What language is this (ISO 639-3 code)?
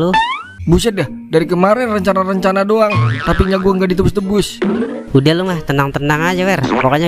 bew